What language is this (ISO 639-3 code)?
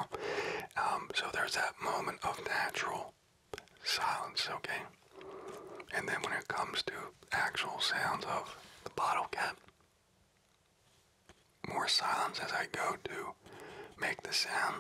eng